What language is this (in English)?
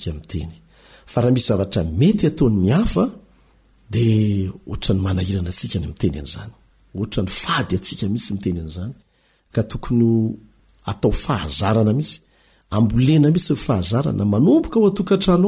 Malagasy